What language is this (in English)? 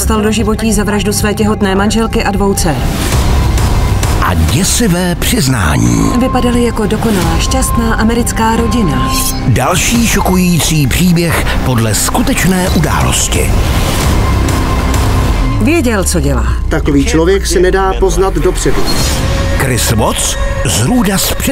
Czech